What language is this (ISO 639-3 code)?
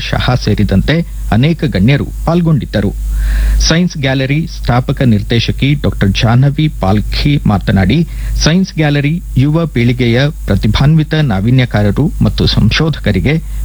kan